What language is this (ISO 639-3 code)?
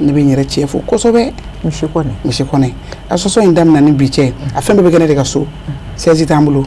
bam